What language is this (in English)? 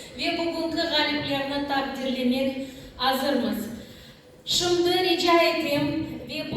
Crimean Tatar